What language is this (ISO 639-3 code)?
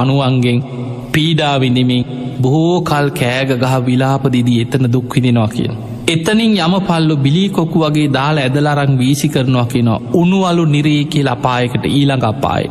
sin